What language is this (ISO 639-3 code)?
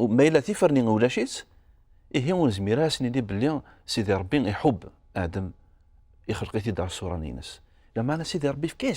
kab